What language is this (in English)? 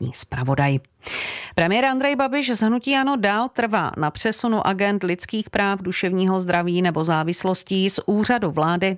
Czech